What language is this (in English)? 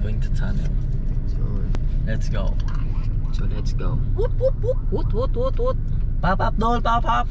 Cebuano